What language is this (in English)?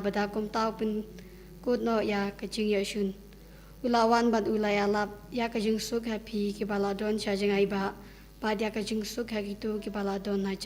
Khasi